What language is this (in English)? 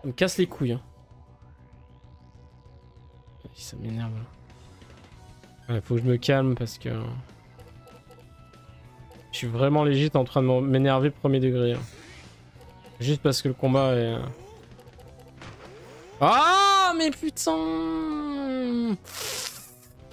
French